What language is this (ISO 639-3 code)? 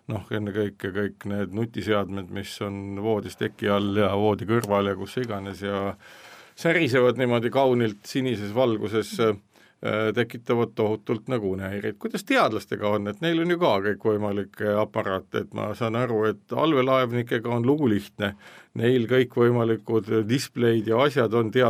est